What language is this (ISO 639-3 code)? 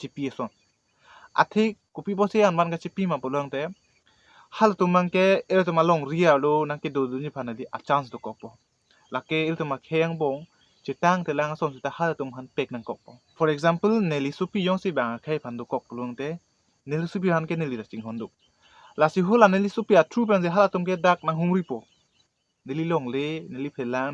mjw